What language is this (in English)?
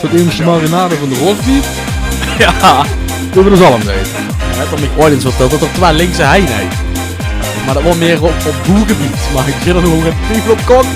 Limburgish